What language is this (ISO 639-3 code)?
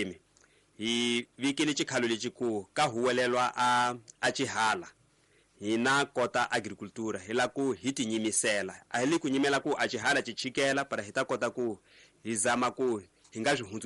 tso